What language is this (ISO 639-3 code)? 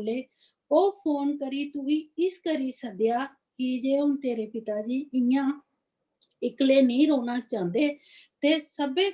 doi